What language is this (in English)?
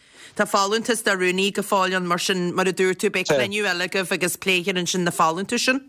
Irish